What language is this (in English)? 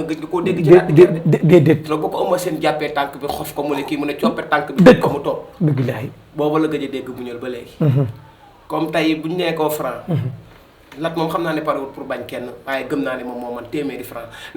Wolof